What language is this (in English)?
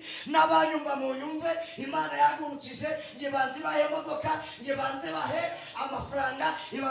Kinyarwanda